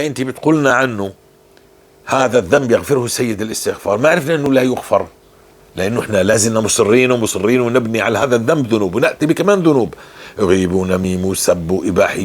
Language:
North Levantine Arabic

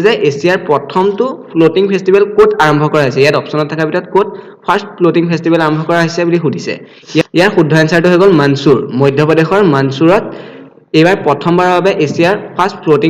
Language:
Assamese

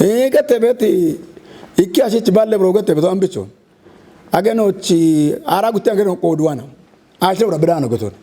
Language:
Kafa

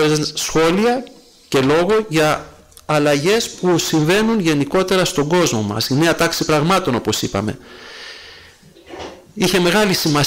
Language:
Greek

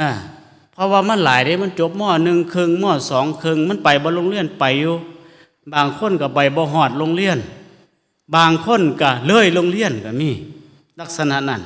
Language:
Northeastern Thai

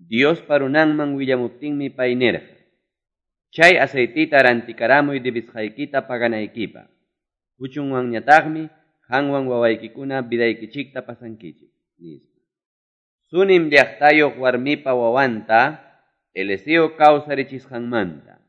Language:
Ayacucho Quechua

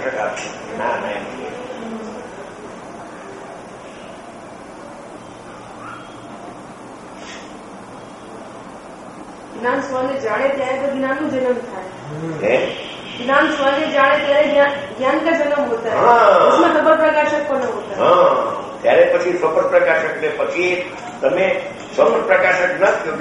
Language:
Gujarati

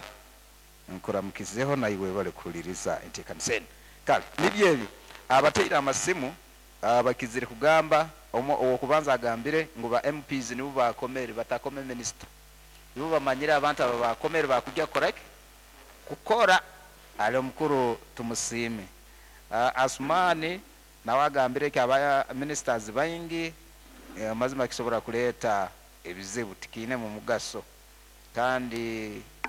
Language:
Nyankole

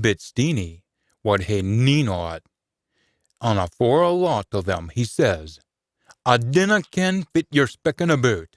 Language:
Scots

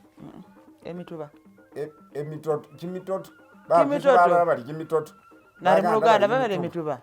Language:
Masaaba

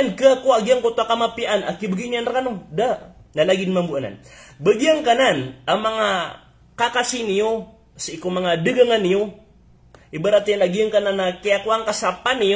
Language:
Maranao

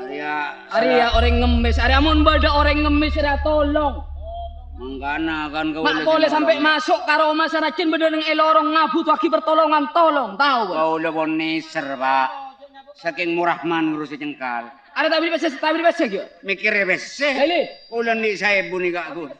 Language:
Madurese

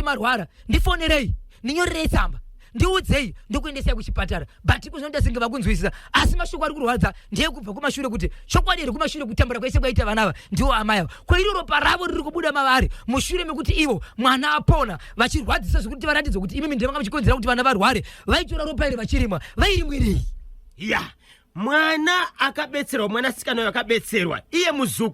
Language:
Shona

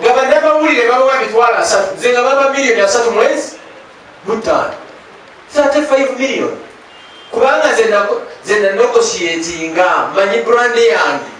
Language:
Ganda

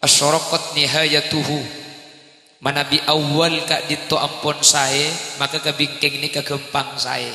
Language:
Madurese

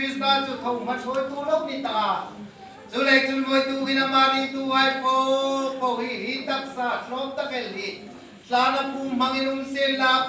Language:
Hmar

